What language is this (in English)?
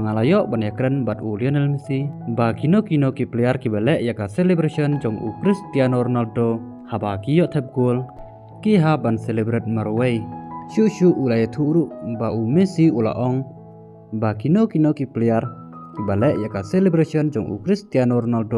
Khasi